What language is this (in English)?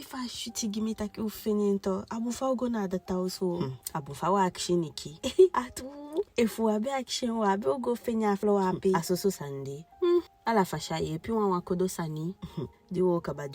Eastern Maroon Creole